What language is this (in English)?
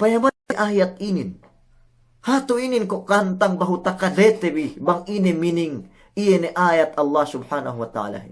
Yakan